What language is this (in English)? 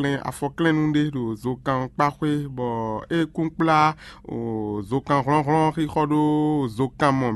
Fon